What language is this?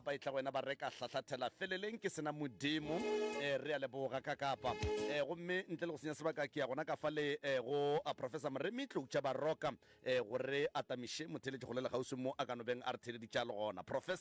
Northern Sotho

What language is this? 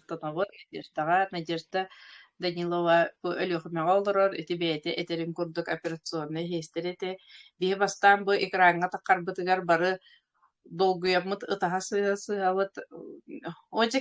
Yakut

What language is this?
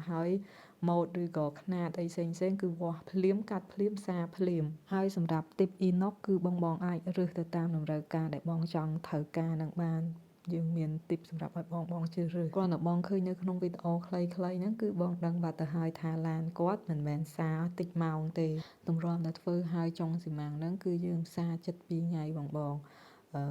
Khmer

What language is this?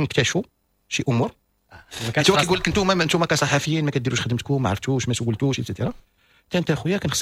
Moroccan Arabic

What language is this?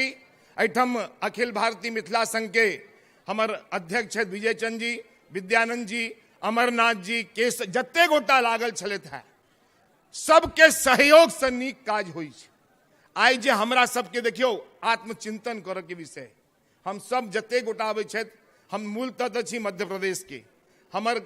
Maithili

